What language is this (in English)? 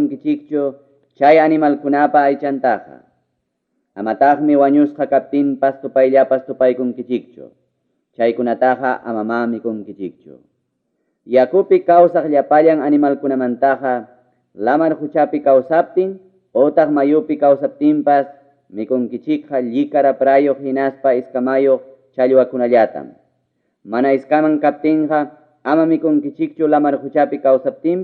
Ayacucho Quechua